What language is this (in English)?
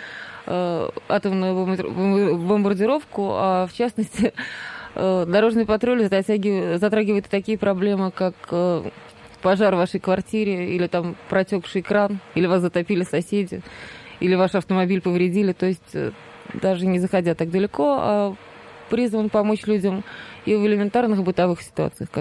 Russian